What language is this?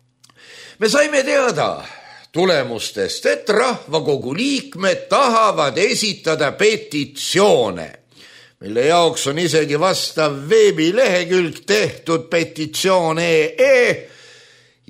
Estonian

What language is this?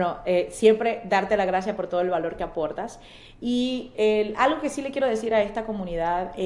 Spanish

